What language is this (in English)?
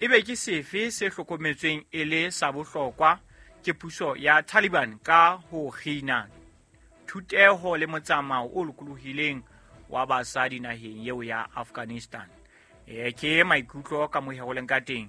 Southern Sotho